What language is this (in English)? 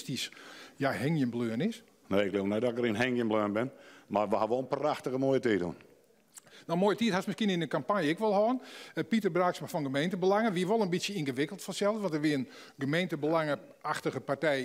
Western Frisian